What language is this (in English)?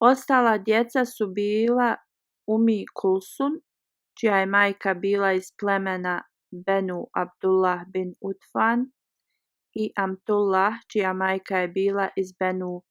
Bosnian